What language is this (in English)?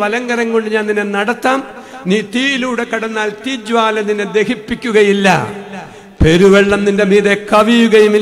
Malayalam